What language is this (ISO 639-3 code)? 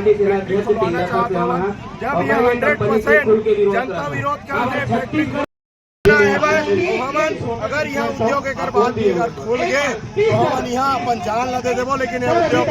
hne